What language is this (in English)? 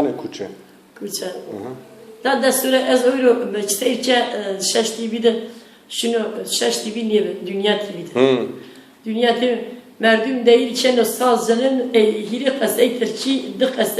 Zaza